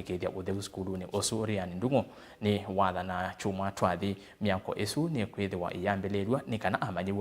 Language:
Kamba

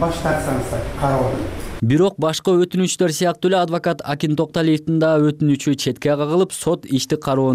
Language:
Kyrgyz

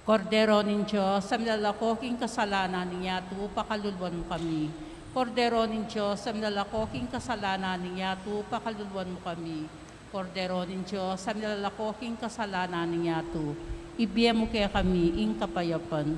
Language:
Pampanga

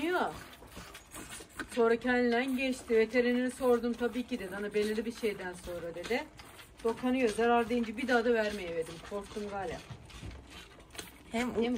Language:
Turkish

